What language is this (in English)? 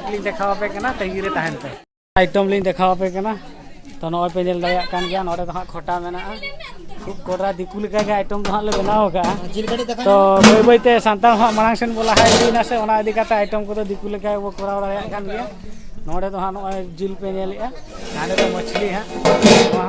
Santali